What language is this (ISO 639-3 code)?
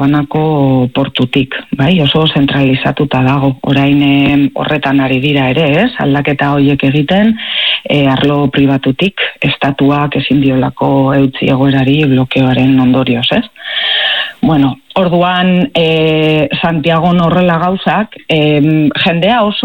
eus